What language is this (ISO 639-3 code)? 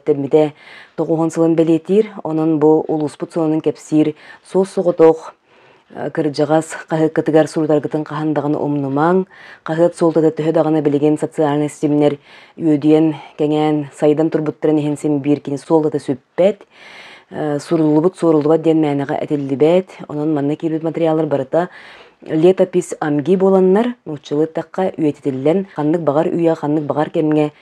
sah